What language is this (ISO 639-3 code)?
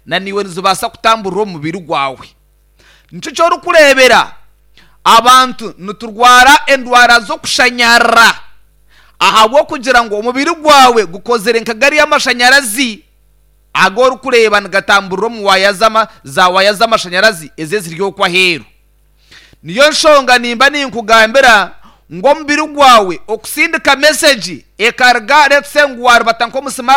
nyn